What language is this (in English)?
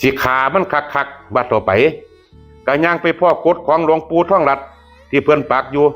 Northeastern Thai